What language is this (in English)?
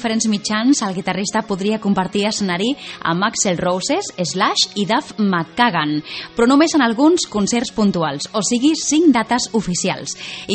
Catalan